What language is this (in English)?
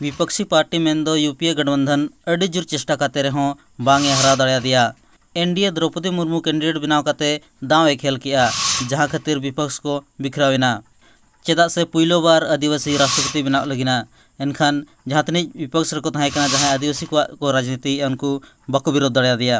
Santali